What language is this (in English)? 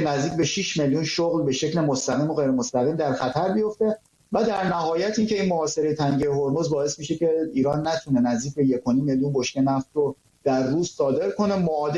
Persian